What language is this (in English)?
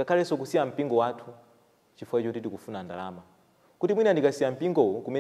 Nyanja